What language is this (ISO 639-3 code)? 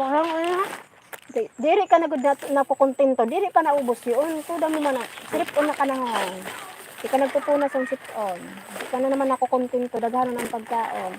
bik